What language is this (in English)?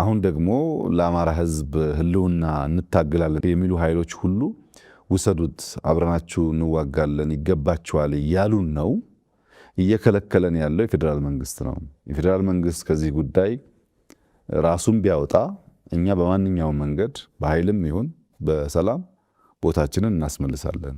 Amharic